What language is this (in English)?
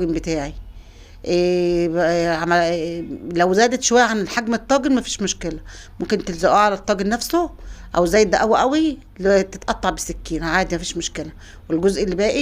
Egyptian Arabic